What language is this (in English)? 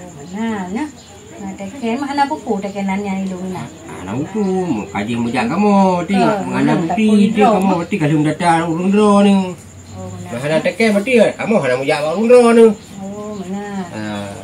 Achinese